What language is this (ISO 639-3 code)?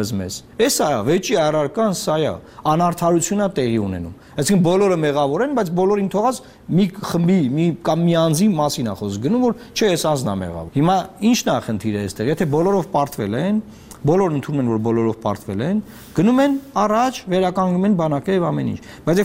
hye